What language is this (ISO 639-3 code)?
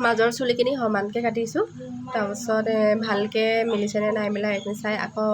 asm